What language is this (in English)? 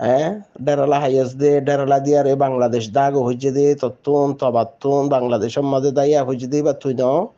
Rohingya